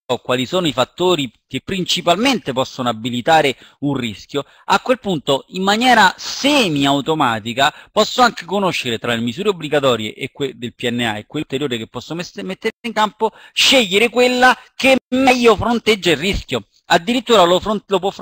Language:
Italian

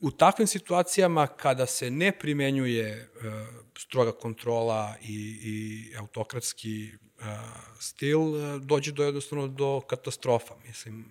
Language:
Serbian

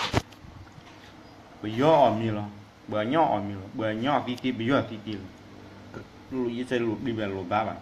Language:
S'gaw Karen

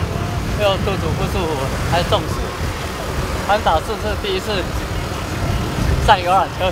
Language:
Chinese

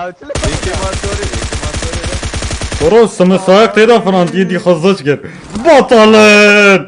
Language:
Kurdish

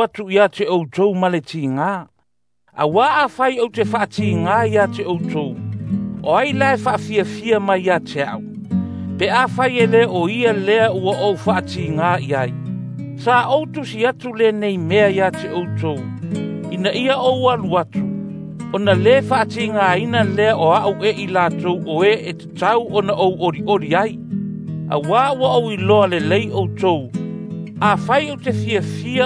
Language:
Samoan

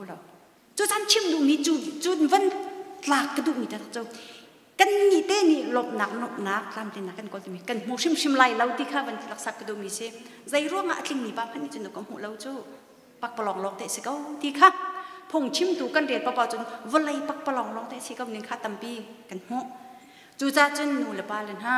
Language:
Hakha Chin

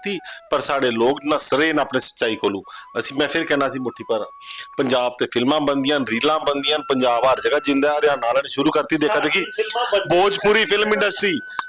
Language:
Dogri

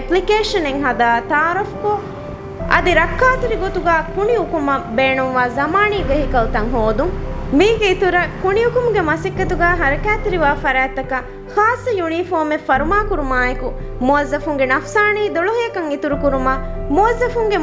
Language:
Divehi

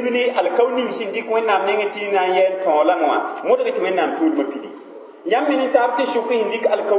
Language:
Mossi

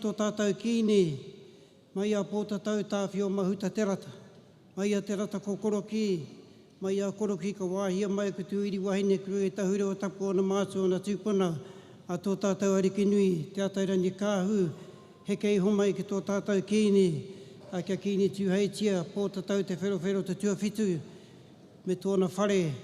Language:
Māori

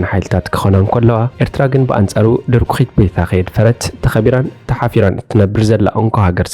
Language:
Tigrinya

